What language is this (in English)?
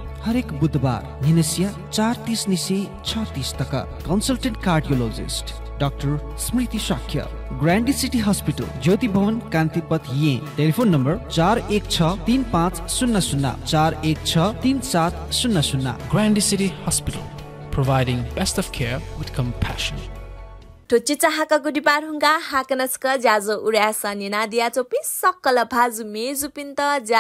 Newari